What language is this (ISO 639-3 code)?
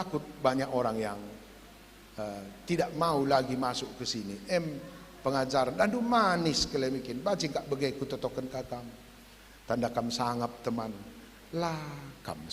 btx